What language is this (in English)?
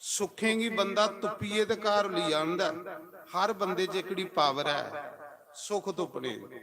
Dogri